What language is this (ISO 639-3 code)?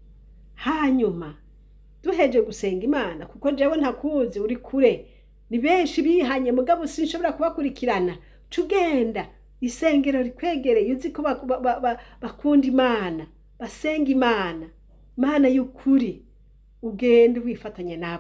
run